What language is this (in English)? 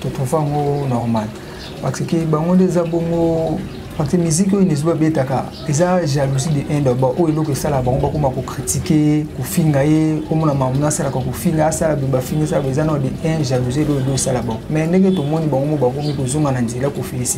Lingala